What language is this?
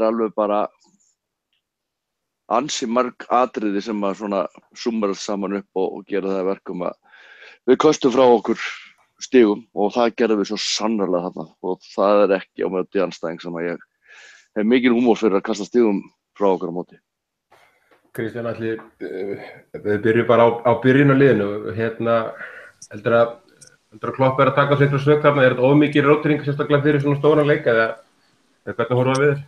Icelandic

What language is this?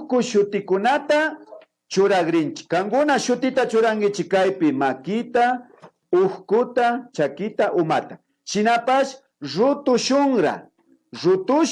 Imbabura Highland Quichua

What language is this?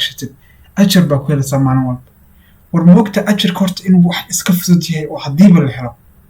Somali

